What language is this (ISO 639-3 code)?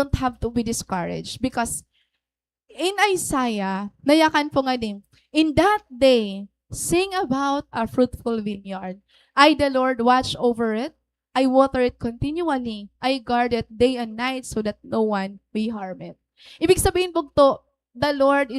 war